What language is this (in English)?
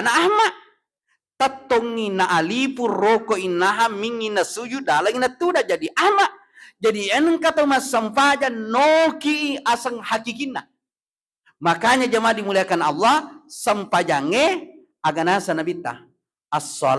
Buginese